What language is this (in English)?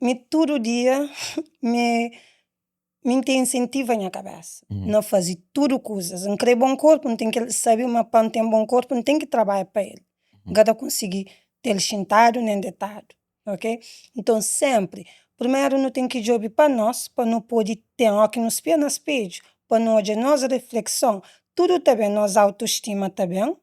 Kabuverdianu